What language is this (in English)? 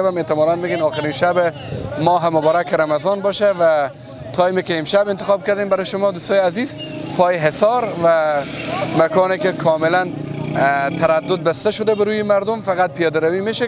Persian